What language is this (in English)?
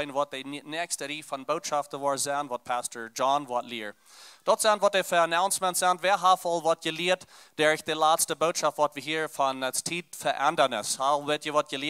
Plautdietsch